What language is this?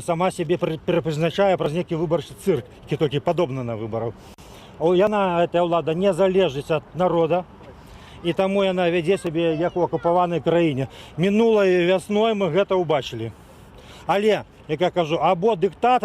Belarusian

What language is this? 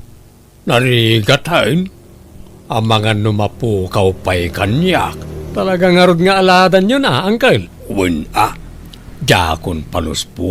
Iloko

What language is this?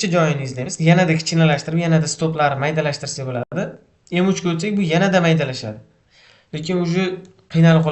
Uzbek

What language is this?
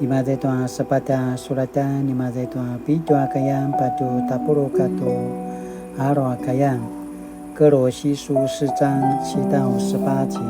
Paiwan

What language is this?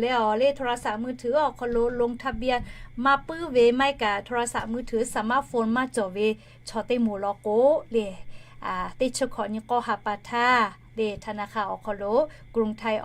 Lahu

